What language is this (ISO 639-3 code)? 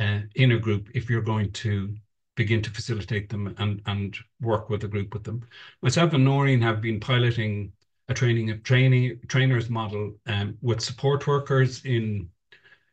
eng